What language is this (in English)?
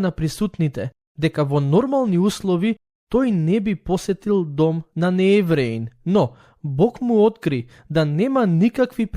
Macedonian